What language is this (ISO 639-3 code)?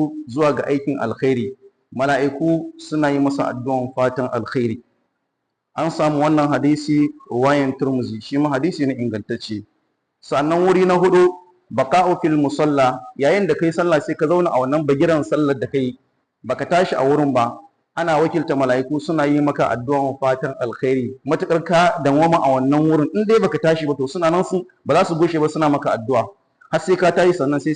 hau